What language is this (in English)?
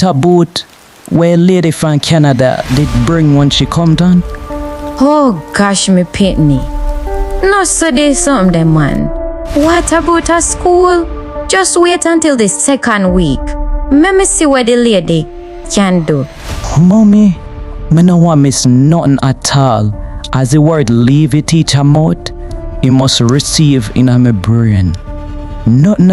Jamaican Creole English